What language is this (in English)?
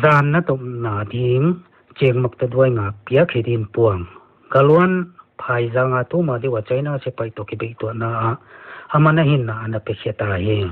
Paite Chin